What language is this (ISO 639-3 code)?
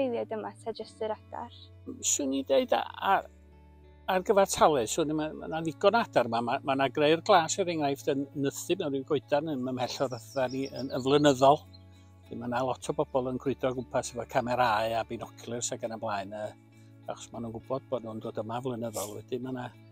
cym